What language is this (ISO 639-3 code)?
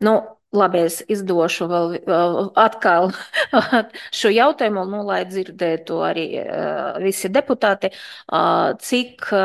lav